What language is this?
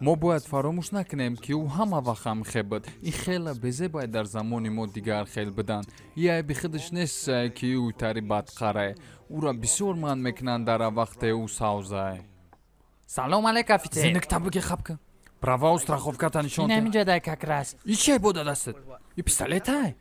Tajik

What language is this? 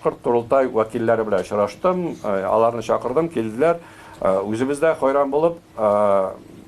Tatar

